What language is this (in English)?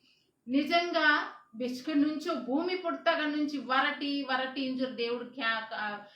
Koya